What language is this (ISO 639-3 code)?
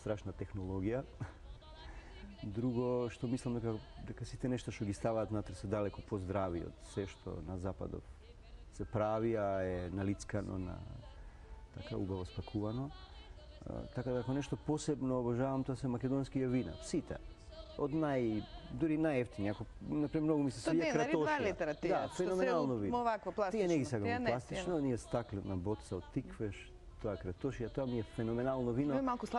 mkd